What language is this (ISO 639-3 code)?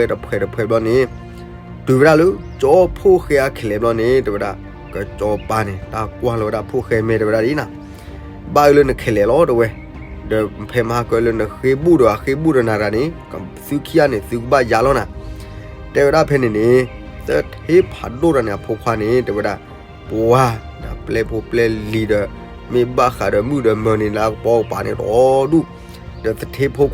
ksw